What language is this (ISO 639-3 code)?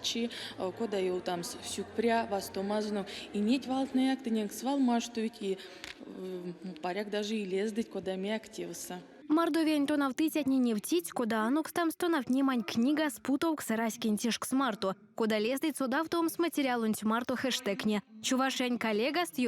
myv